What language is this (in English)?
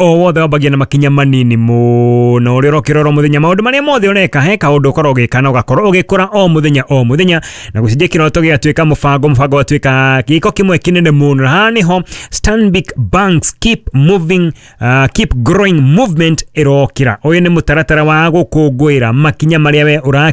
Kikuyu